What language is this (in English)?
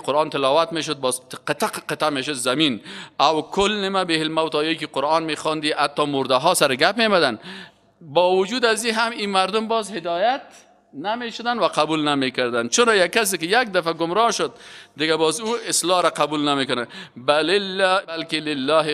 Persian